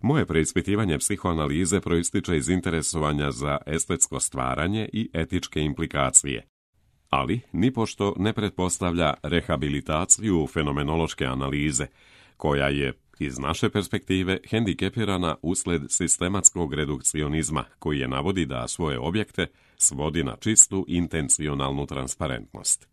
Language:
Serbian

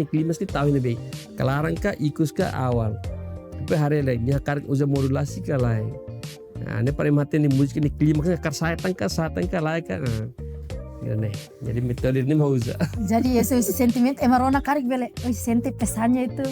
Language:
Tetum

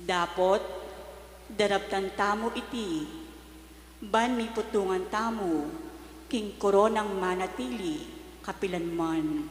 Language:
Pampanga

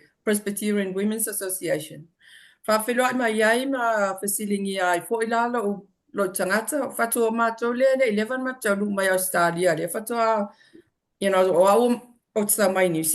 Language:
Samoan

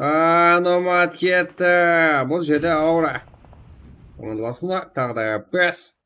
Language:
Kara-Kalpak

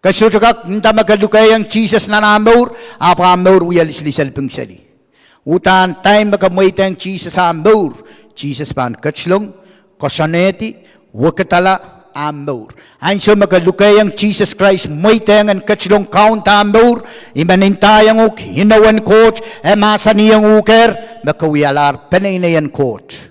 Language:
Pohnpeian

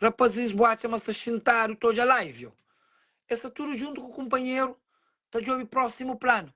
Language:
Kabuverdianu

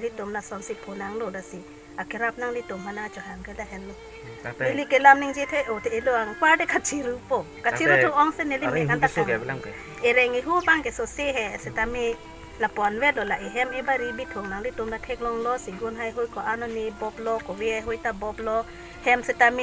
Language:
Karbi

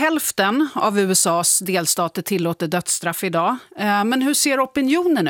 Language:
Swedish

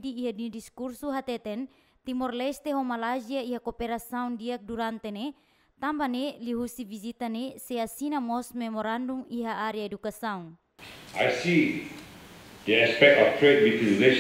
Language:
Tetum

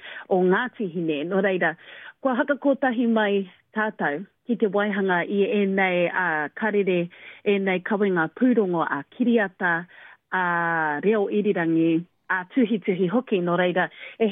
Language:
Māori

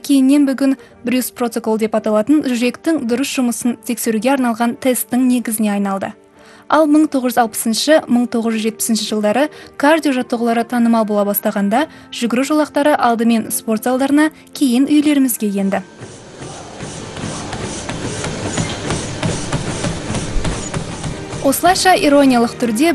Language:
Kazakh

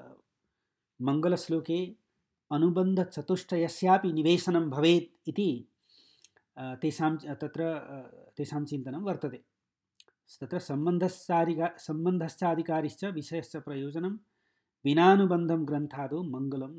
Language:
Sanskrit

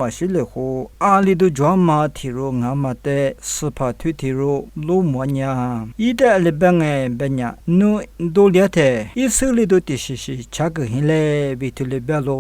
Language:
Lisu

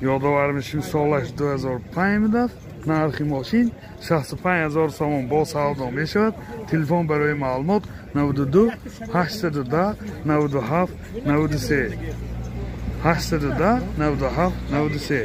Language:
Tajik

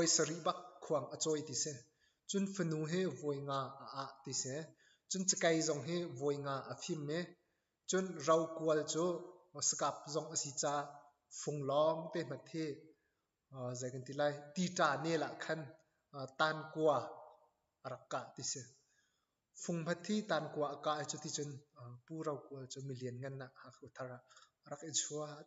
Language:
Hakha Chin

